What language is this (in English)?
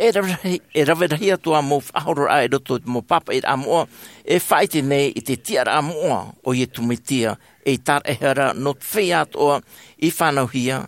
Tahitian